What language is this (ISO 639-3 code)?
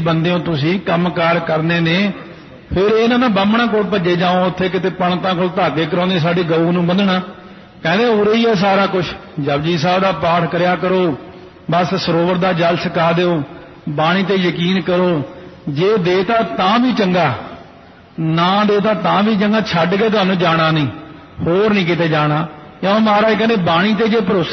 pan